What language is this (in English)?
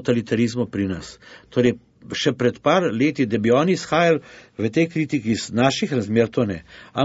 Slovenian